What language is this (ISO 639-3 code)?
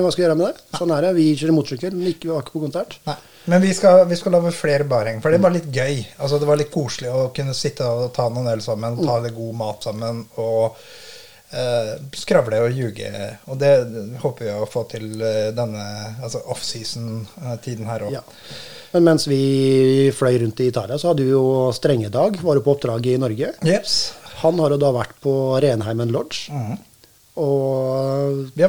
nor